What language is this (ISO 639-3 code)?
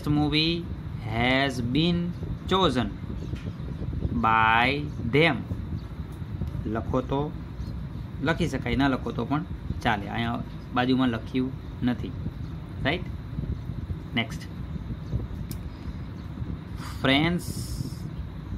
guj